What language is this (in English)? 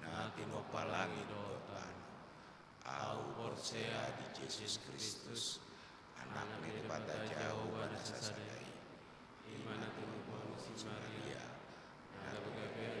Batak Toba